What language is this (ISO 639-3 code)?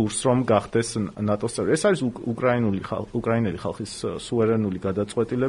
kat